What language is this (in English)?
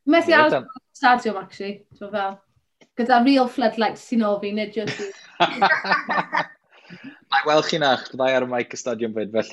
Welsh